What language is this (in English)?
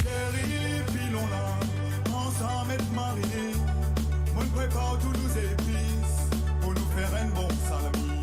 Morisyen